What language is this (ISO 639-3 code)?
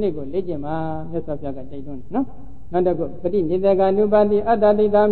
mya